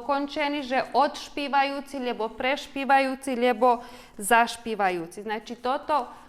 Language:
Rusyn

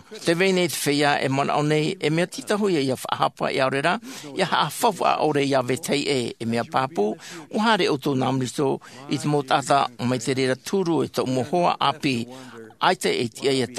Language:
Tahitian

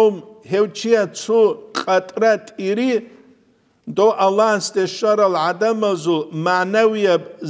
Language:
Avaric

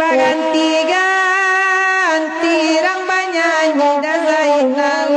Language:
Minangkabau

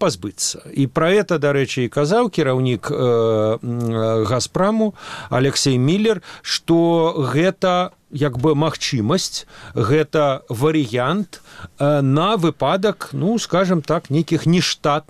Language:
Belarusian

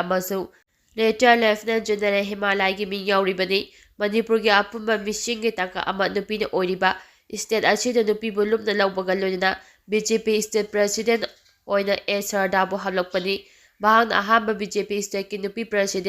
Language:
Manipuri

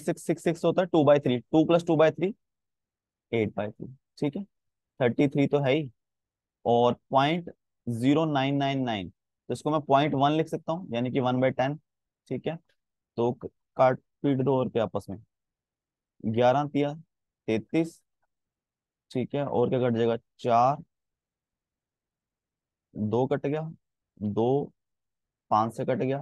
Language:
Hindi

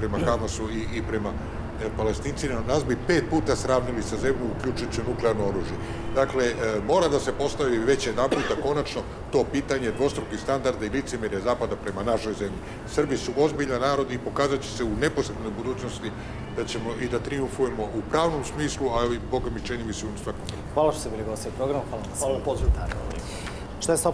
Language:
Serbian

